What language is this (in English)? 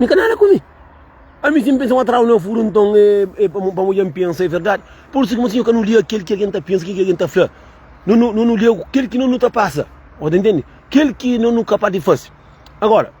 Kabuverdianu